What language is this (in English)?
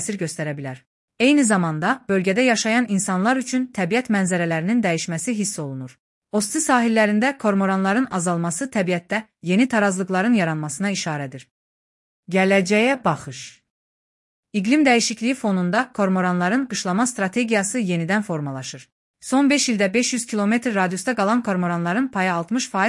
Azerbaijani